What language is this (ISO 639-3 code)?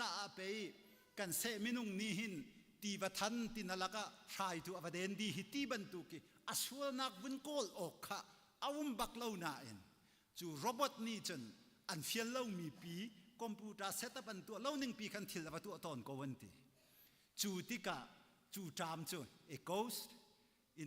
cnh